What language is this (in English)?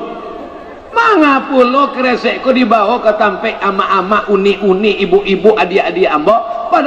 Minangkabau